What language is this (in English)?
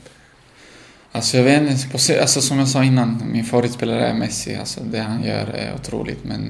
Swedish